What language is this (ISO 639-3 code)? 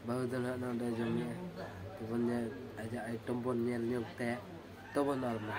sat